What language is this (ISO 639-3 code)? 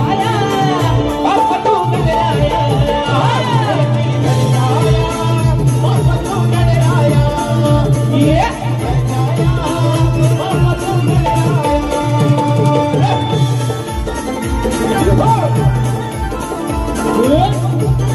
mar